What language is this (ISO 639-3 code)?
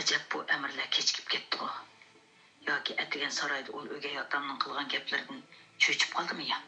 uig